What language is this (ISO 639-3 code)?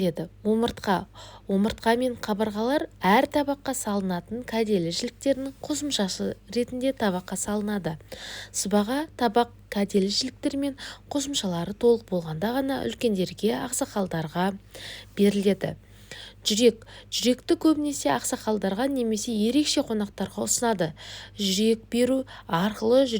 kaz